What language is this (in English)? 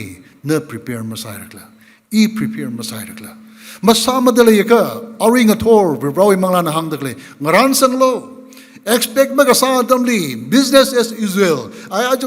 Tangkhul Naga (India)